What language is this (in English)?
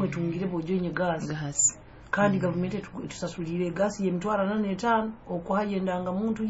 Nyoro